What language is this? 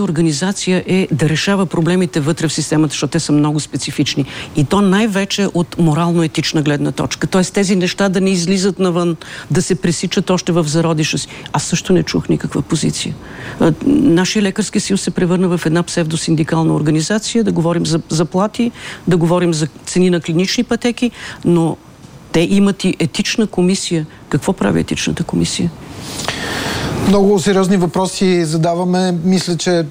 Bulgarian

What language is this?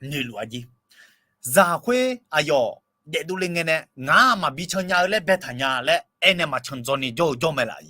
Akha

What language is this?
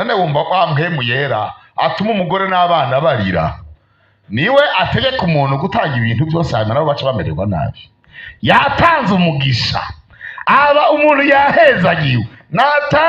Rundi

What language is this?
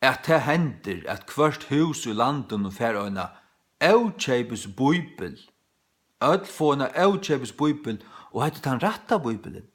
Faroese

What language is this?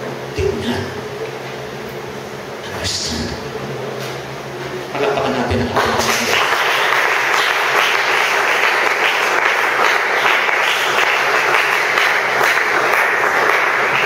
Filipino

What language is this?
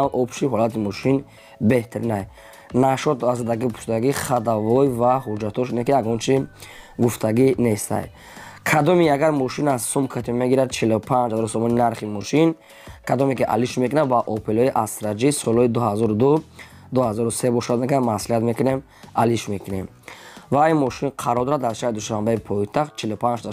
Tajik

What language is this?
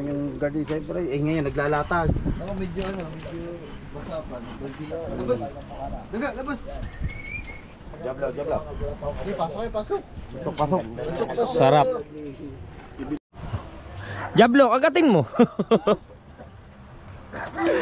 Filipino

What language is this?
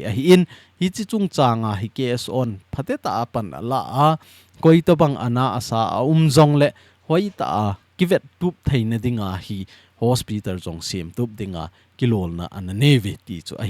Thado Chin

